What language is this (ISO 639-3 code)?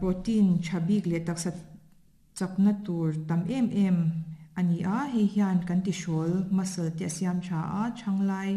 lus